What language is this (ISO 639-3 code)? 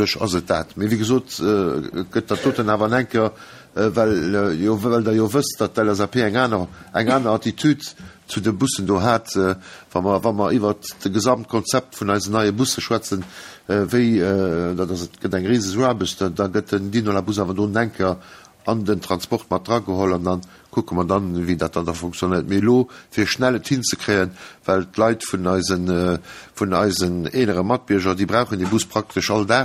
ltz